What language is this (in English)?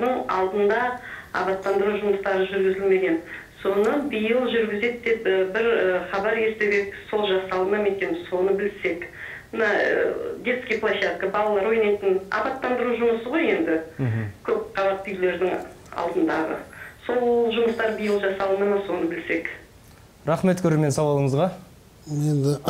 Kazakh